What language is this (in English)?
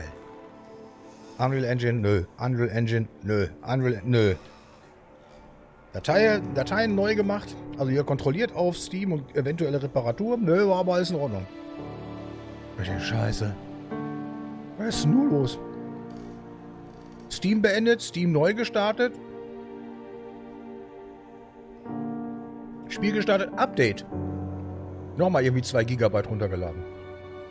German